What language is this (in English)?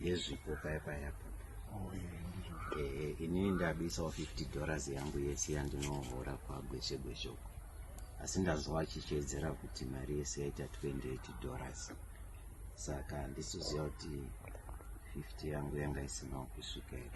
Shona